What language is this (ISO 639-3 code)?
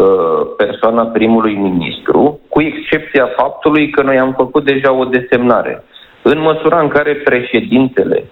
ron